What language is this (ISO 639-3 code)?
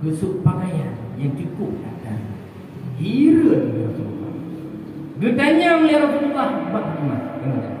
ace